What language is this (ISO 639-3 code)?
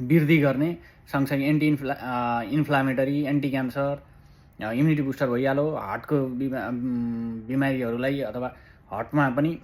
nep